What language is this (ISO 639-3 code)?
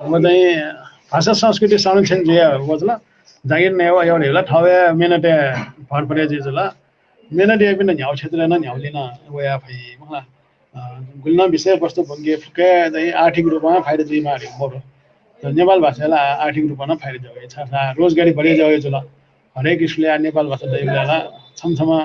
new